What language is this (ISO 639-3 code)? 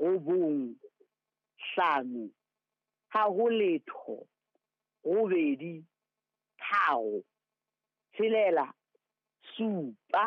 sot